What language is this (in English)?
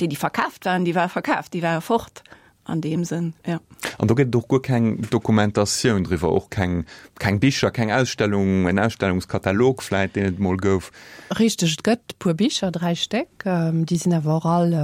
Luxembourgish